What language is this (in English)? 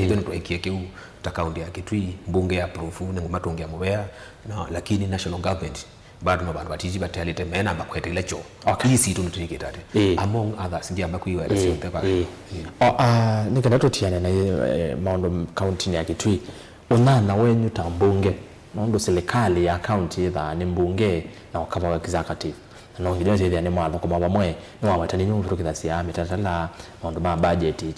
Kamba